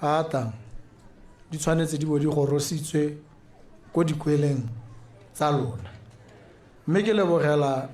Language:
Tswana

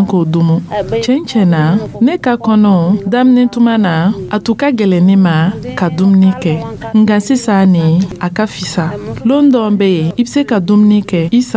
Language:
Dyula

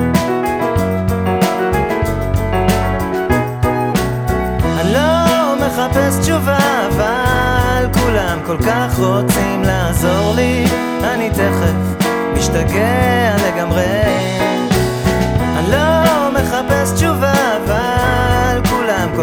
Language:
Hebrew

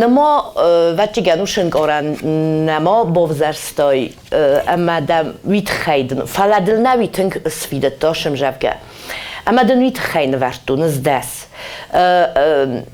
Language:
Ossetic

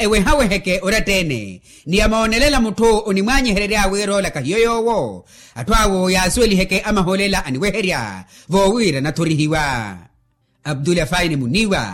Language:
Makhuwa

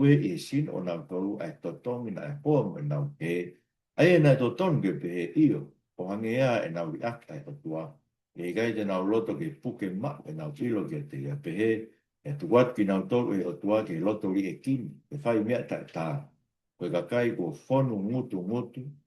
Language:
Tongan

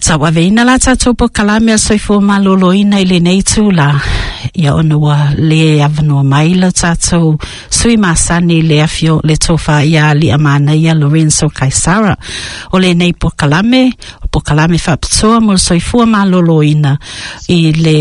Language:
Samoan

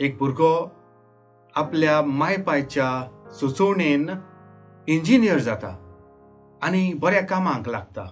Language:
Konkani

